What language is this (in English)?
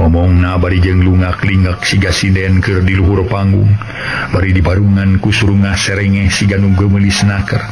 Sundanese